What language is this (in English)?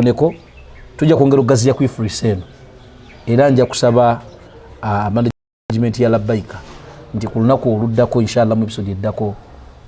Ganda